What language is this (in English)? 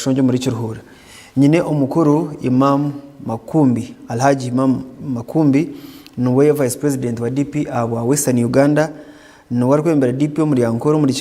Nyankole